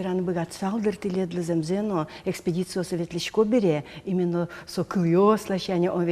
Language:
Udmurt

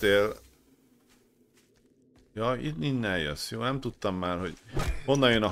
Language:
Hungarian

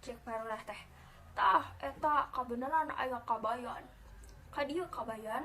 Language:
Sundanese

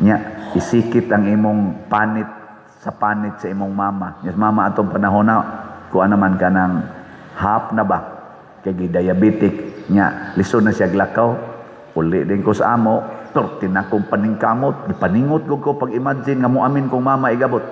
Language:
Cebuano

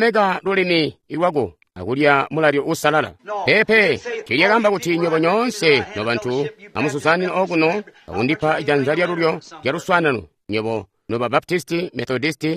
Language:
Tonga (Zambia)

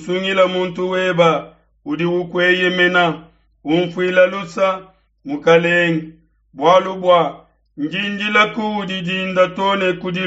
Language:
Luba-Lulua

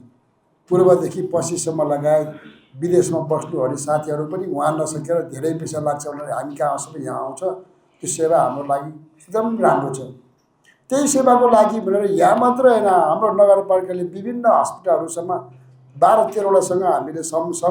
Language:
Nepali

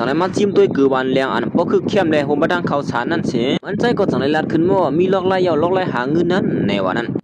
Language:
Shan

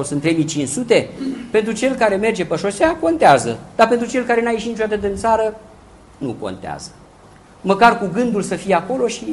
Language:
Romanian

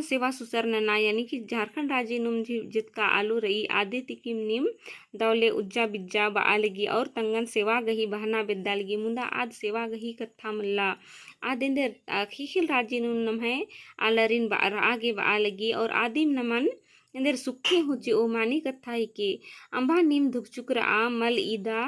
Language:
Kurukh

